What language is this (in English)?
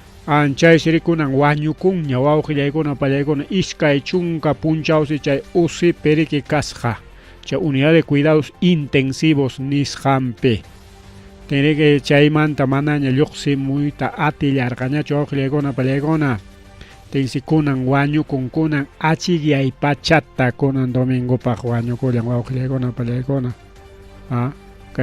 Ayacucho Quechua